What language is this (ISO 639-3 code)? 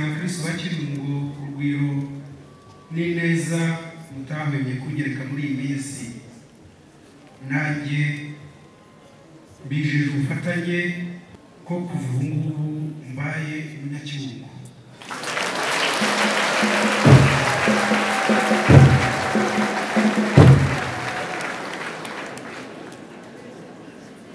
kin